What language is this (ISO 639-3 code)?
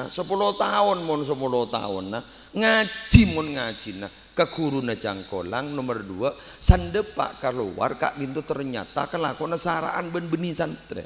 mad